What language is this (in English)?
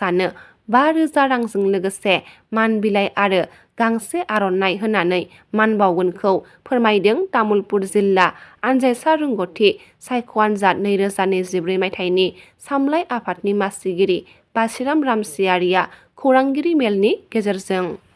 Bodo